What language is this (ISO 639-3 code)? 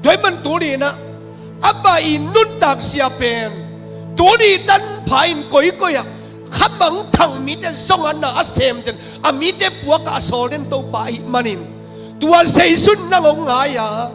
ctd